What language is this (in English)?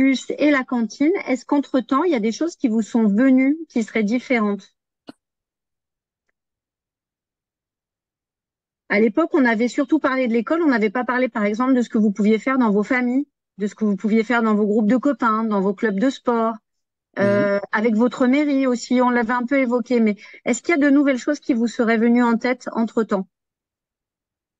French